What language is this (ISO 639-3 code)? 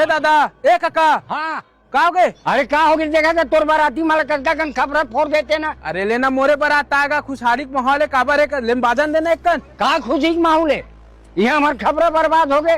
hne